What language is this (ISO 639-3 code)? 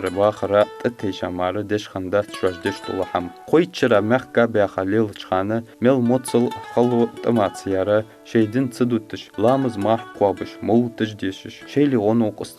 inh